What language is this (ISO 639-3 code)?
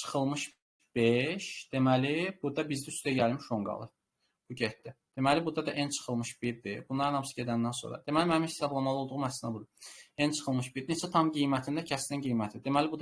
aze